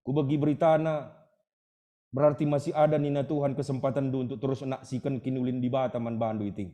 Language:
Batak Karo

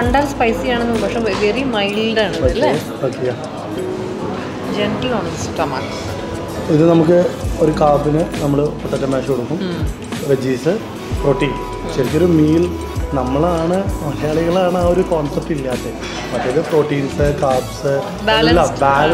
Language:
Malayalam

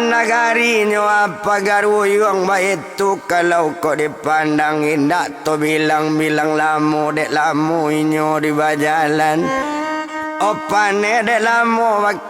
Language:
Minangkabau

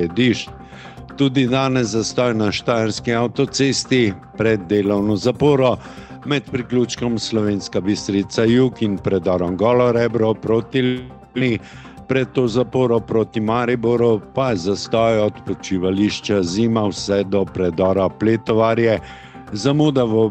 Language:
Slovenian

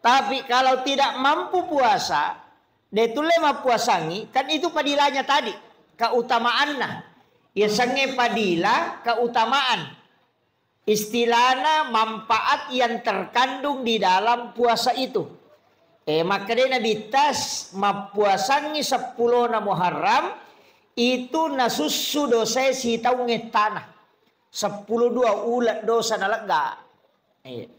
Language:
Buginese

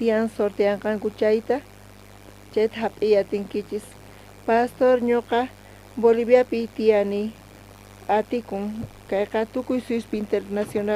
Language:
South Bolivian Quechua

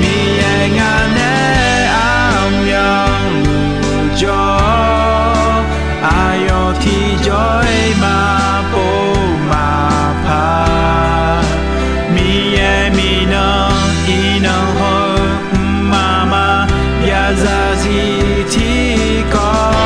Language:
Akha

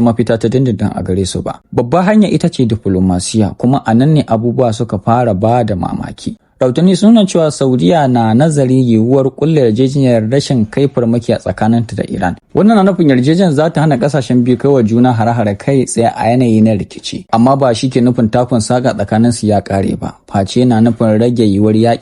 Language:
Hausa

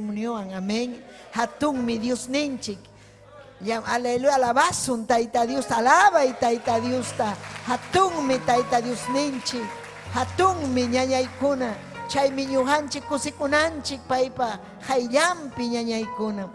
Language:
Ayacucho Quechua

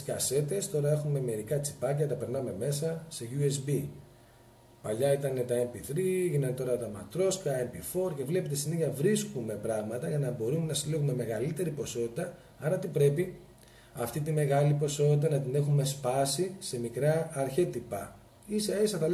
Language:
Greek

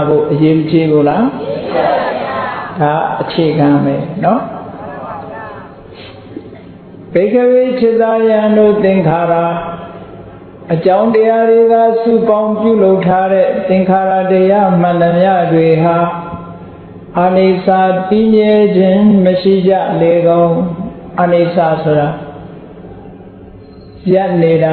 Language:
Burmese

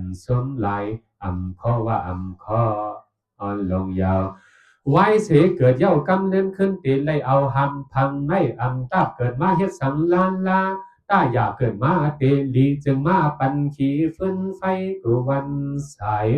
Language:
Shan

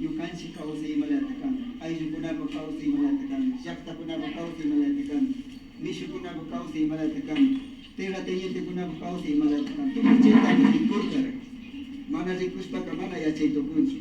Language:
Imbabura Highland Quichua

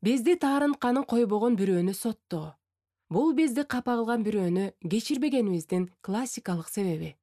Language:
Kyrgyz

